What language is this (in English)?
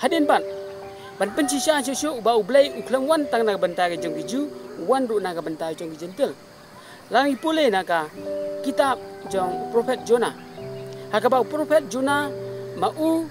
Khasi